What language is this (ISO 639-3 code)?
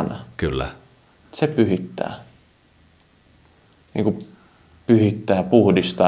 fin